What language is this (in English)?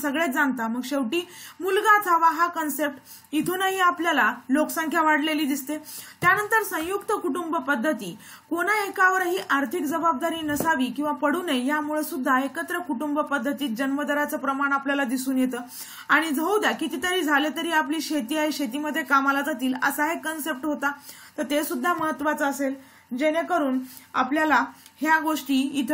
Marathi